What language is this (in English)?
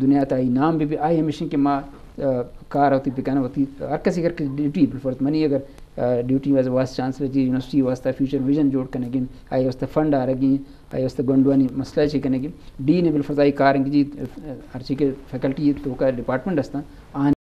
Eastern Balochi